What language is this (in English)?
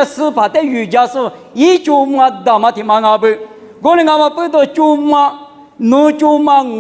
Lisu